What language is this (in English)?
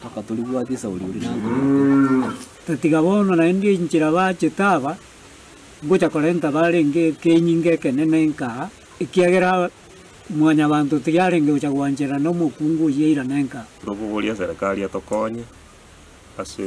Gusii